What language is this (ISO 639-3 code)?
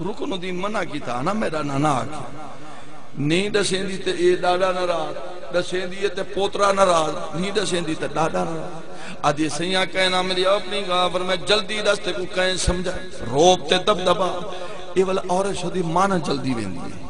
skr